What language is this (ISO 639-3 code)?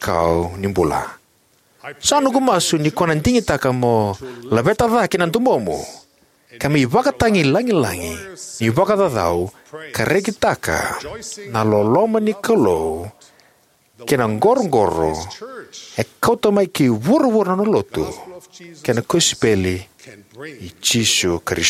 fij